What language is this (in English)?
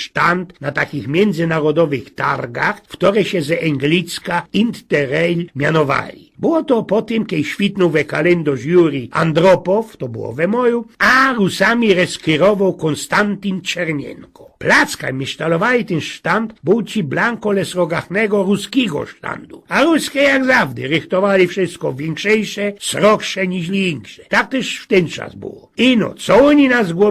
Silesian